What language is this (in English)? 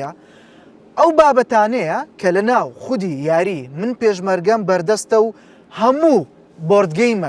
Central Kurdish